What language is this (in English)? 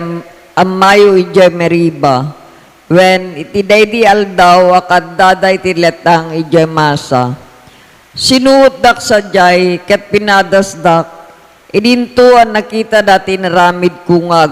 Iloko